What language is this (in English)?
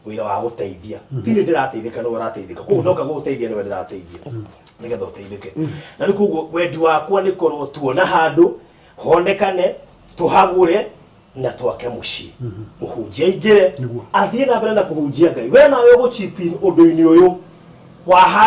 Kikuyu